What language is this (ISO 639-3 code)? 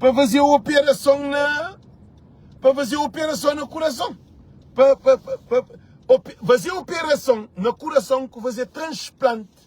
kea